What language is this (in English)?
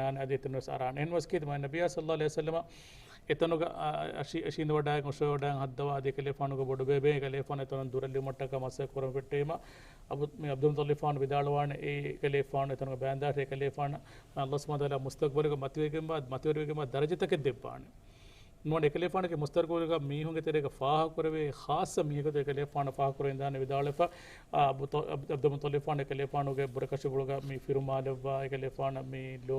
Divehi